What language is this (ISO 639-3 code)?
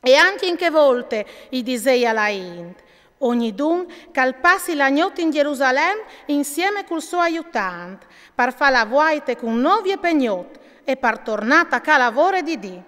fur